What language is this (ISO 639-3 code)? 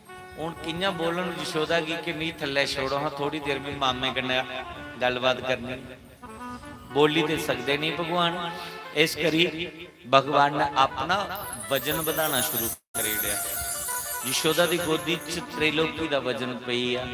doi